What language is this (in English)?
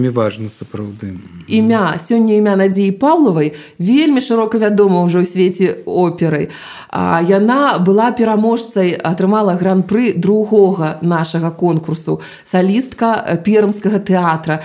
Belarusian